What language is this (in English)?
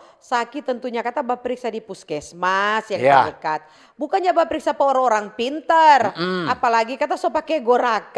Manado Malay